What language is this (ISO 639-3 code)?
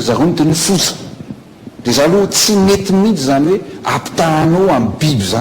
mlg